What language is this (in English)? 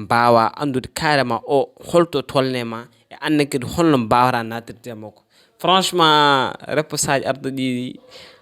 Fula